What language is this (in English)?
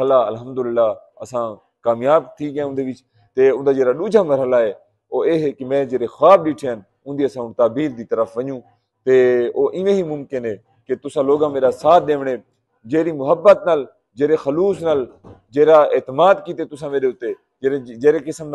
Saraiki